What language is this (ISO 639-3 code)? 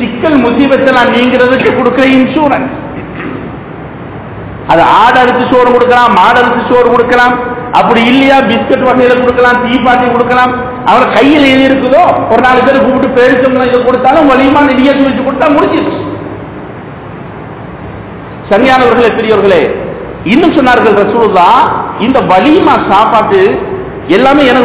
tam